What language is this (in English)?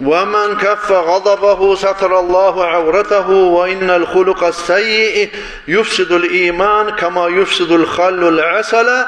Kumyk